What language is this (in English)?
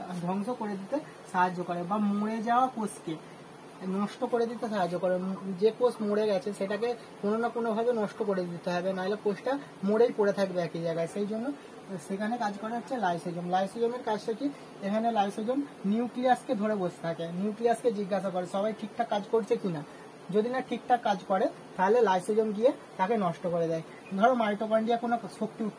Bangla